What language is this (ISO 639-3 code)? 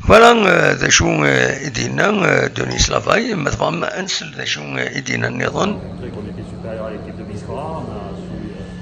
kab